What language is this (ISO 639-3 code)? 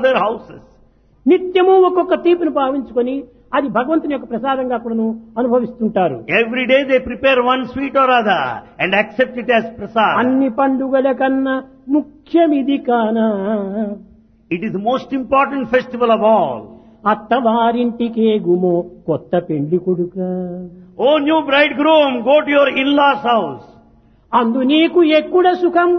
tel